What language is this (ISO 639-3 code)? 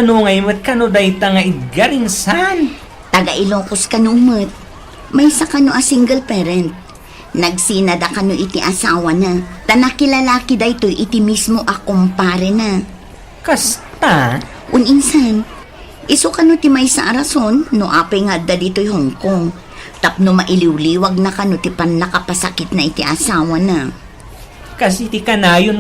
ilo